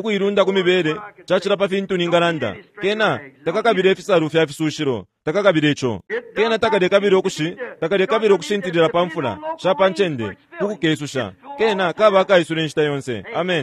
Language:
Bemba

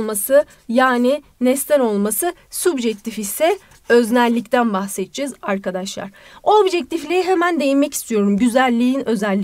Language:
Turkish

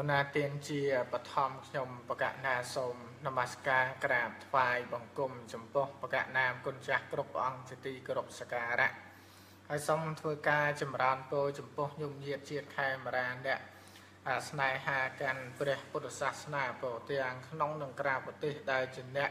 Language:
Khmer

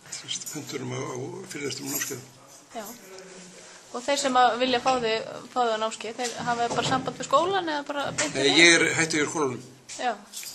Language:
Icelandic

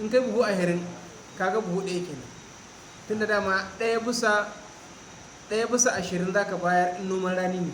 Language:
Hausa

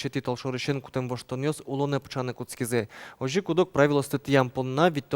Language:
Udmurt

